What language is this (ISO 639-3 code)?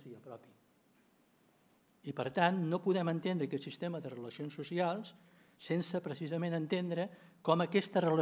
cat